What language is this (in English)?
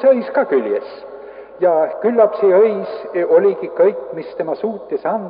Estonian